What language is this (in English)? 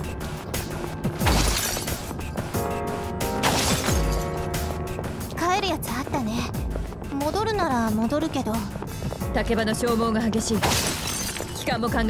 Japanese